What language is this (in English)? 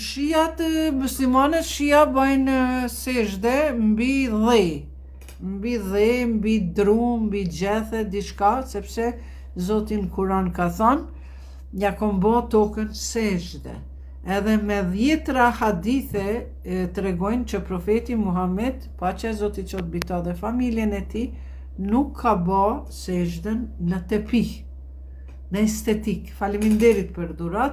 Albanian